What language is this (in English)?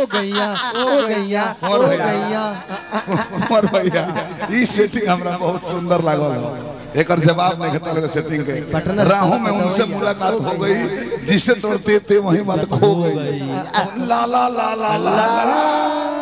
Bhojpuri